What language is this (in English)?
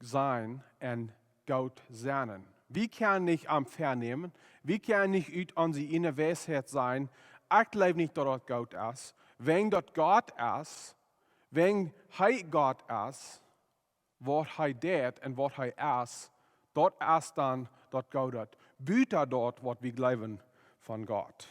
Plautdietsch